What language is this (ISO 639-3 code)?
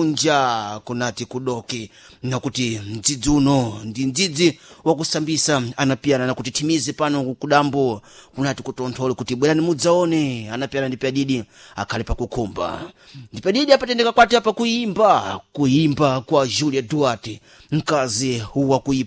seh